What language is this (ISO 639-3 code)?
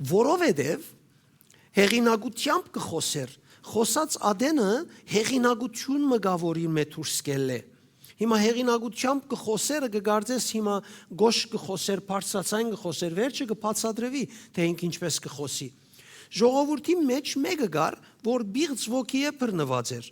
hyw